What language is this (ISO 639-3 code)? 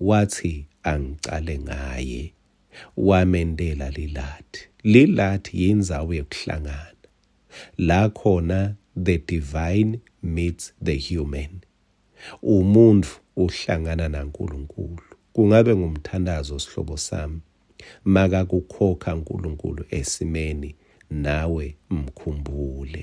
ssw